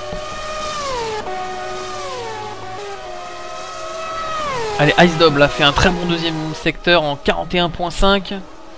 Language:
French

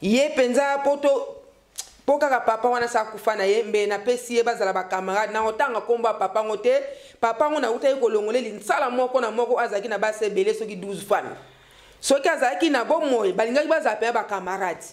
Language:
Lingala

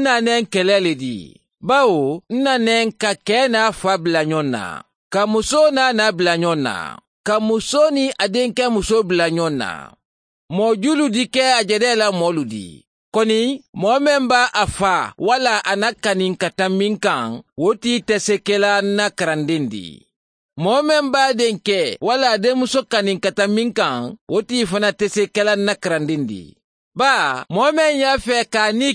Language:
Mandingo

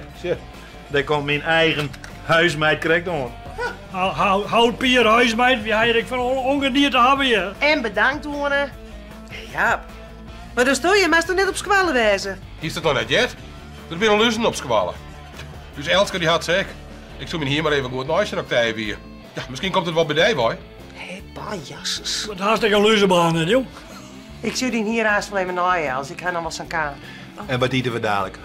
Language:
Western Frisian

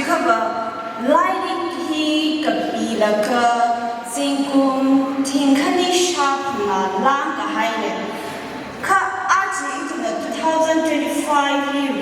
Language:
Tangkhul Naga (India)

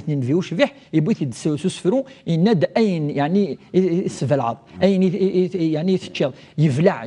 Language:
Kabyle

